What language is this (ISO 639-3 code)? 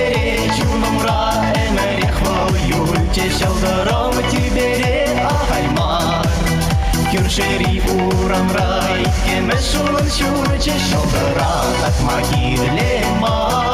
chv